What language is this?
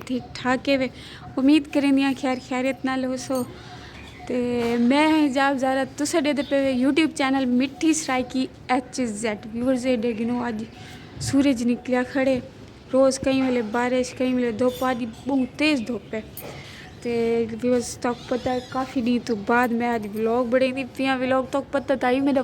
Saraiki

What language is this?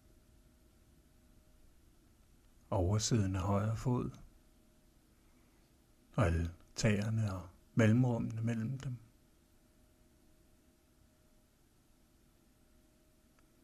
Danish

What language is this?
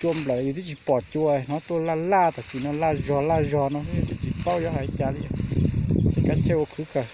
Hmong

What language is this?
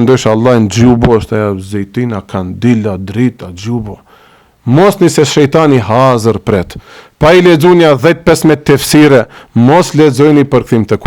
Albanian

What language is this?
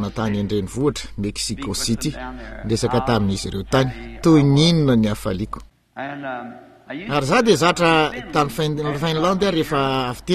Malagasy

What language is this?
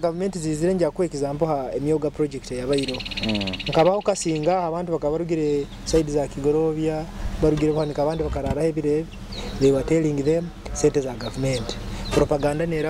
Nyoro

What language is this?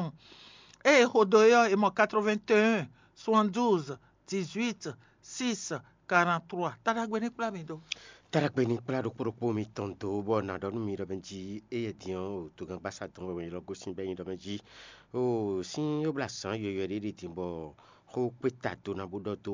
Fon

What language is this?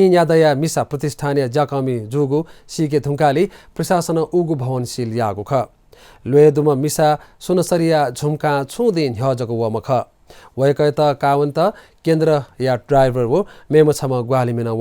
Newari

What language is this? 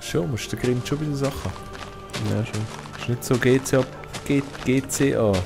Swiss German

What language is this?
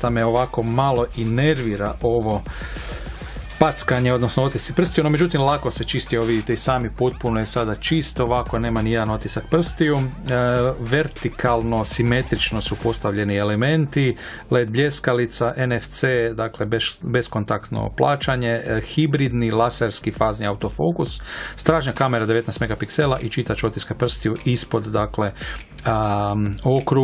Croatian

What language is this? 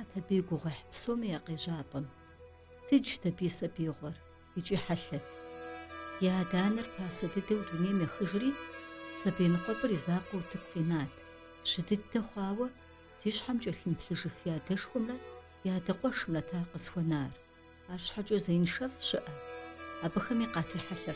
Kabardian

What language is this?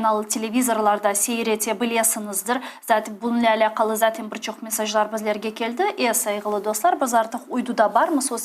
Crimean Tatar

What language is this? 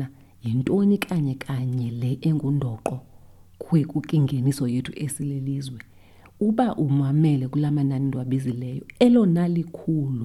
Xhosa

